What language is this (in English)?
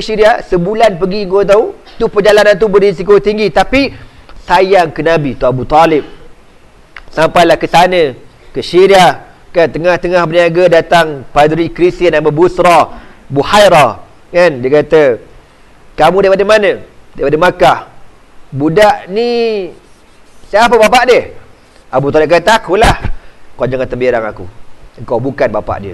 Malay